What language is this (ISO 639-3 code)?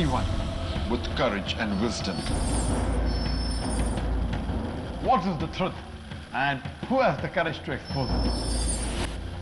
eng